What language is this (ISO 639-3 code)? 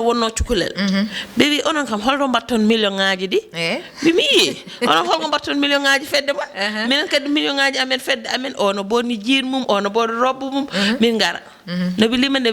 ful